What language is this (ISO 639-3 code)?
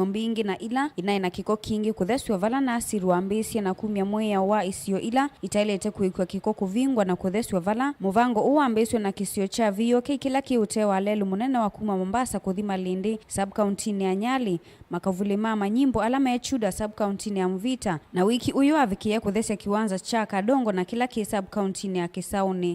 kam